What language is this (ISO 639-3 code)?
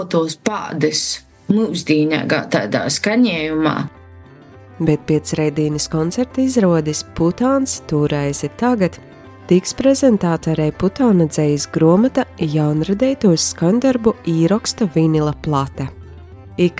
lav